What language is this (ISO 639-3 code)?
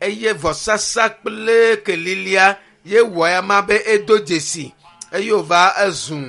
ewe